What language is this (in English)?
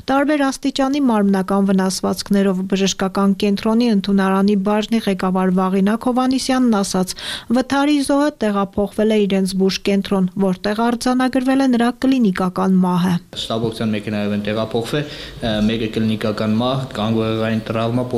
Armenian